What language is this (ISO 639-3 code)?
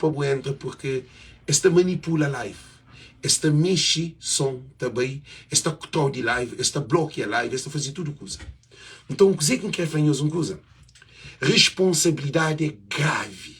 kea